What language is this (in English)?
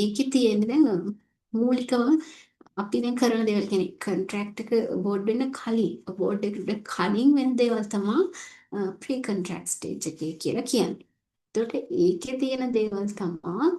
Sinhala